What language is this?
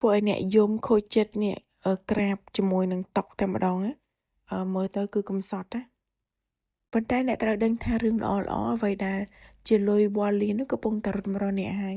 Khmer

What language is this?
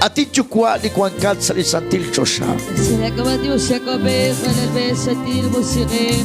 Kekchí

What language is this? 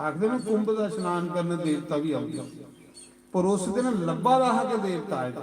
Dogri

